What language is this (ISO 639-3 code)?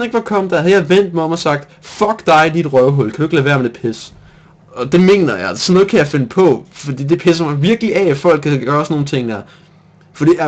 dan